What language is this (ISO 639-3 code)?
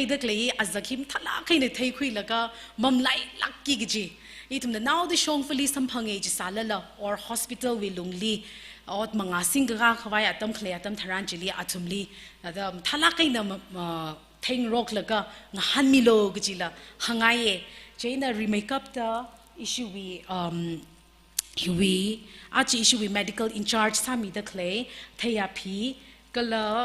nmf